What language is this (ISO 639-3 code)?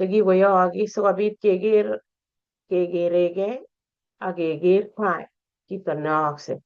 kln